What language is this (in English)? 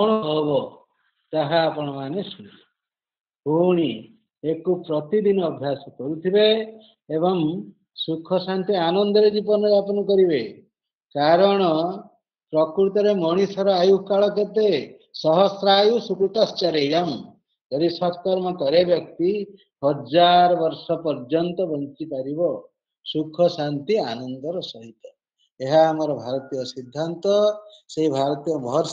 Odia